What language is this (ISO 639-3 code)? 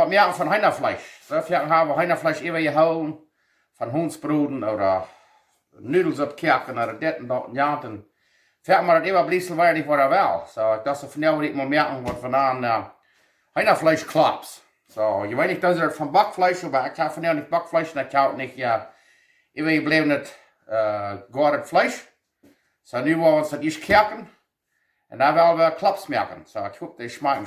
pdt